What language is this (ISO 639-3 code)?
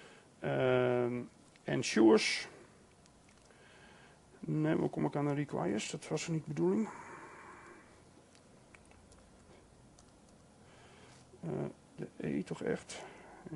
nld